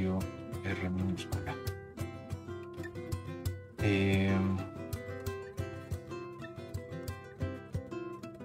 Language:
Spanish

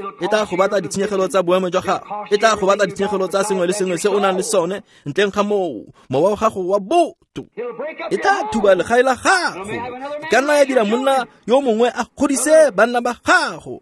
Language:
Tswana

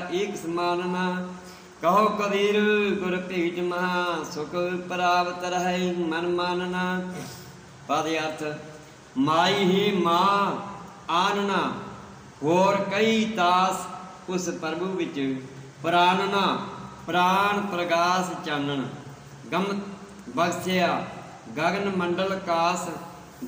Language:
Punjabi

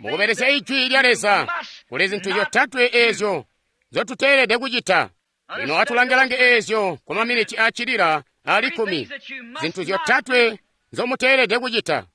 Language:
Tonga (Zambia)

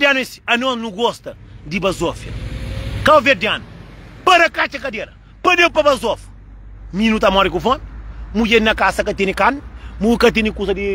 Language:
Kabuverdianu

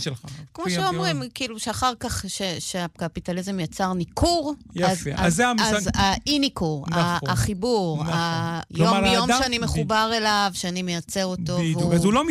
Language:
Hebrew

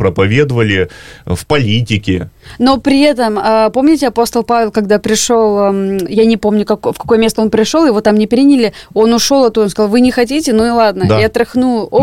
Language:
Russian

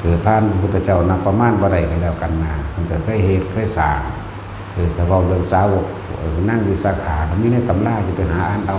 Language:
Northeastern Thai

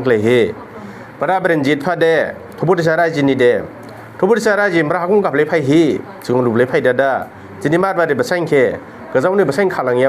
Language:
Dimasa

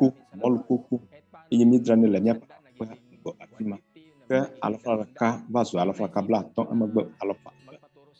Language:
Ewe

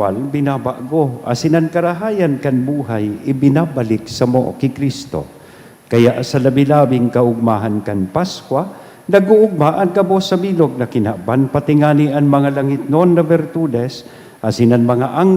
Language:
Bikol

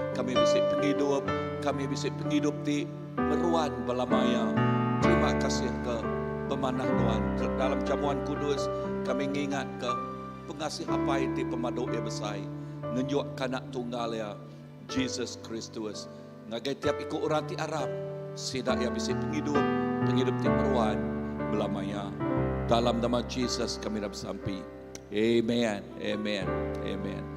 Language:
Iban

